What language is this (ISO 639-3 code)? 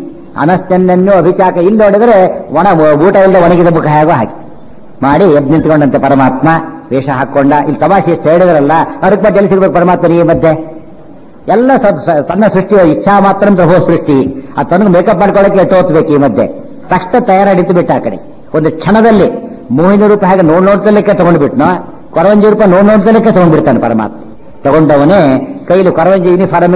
kan